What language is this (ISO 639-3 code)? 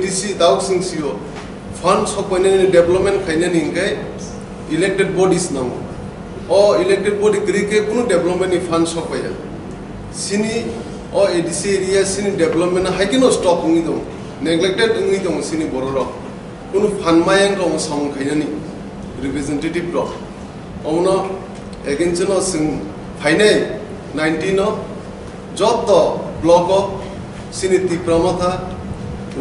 trp